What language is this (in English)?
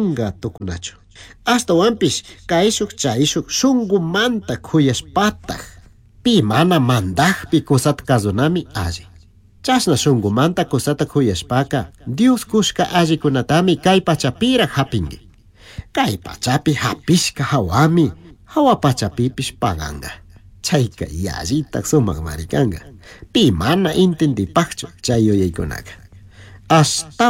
Chimborazo Highland Quichua